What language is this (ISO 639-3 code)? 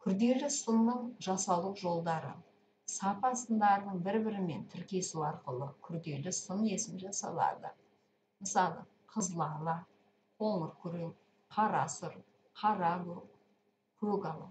kaz